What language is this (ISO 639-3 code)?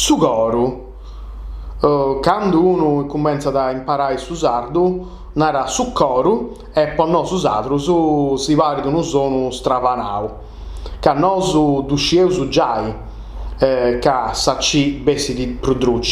srd